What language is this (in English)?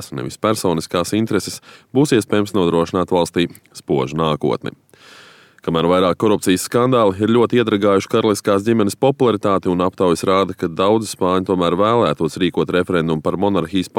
Latvian